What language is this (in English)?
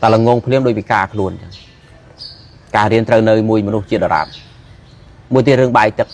Khmer